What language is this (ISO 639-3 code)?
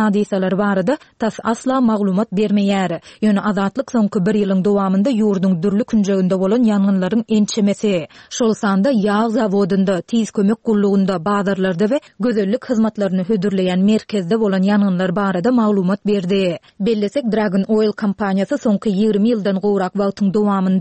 tuk